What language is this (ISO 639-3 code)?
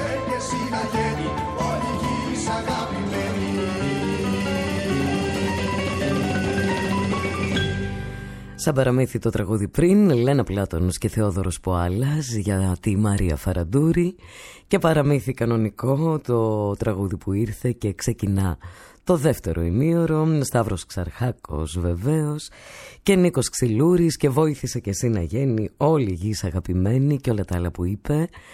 ell